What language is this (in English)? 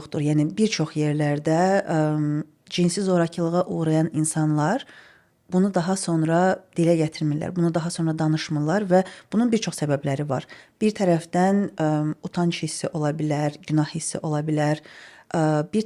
Azerbaijani